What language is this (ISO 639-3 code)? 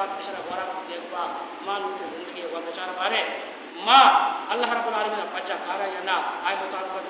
bal